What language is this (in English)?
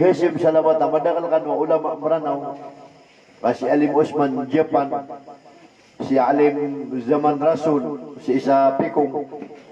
Maranao